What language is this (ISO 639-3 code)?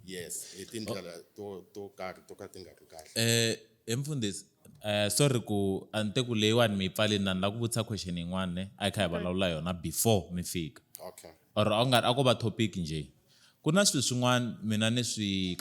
tso